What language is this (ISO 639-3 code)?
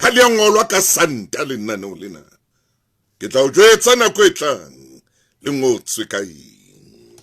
sot